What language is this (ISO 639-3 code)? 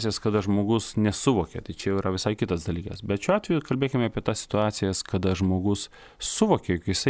lit